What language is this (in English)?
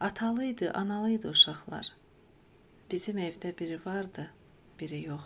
Azerbaijani